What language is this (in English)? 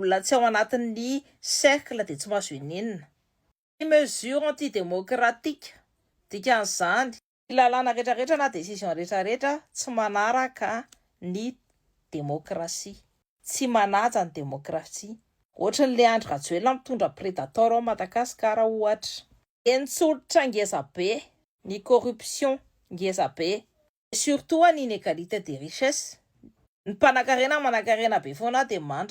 Malagasy